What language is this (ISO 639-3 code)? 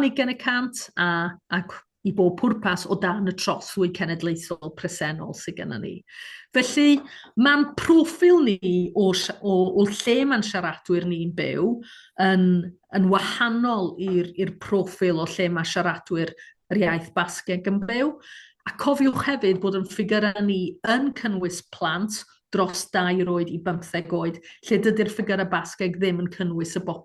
cym